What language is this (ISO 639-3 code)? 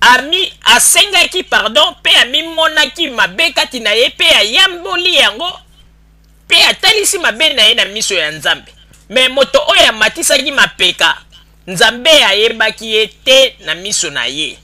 lin